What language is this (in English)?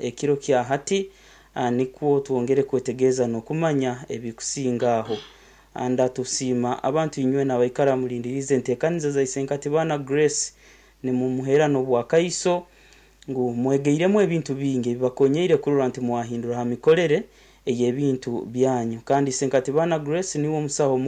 Nyankole